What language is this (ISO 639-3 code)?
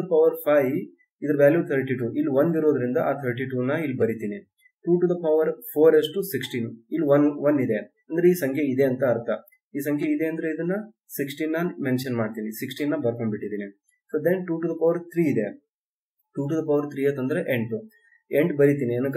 kan